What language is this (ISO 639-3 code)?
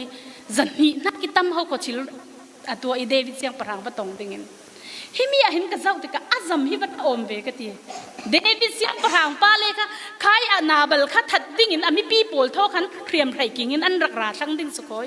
cfm